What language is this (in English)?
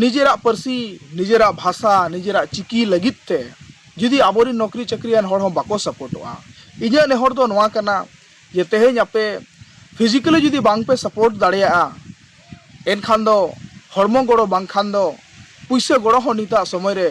Santali